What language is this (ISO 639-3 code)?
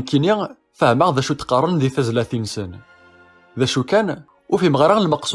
kab